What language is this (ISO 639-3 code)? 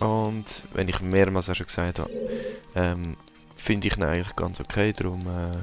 gsw